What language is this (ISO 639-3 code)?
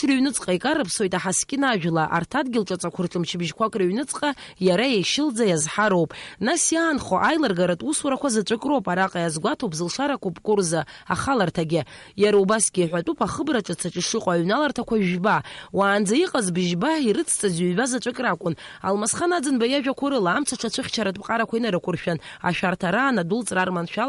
abk